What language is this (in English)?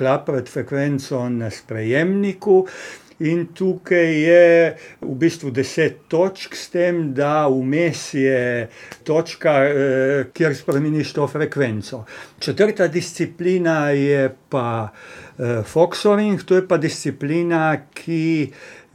Slovenian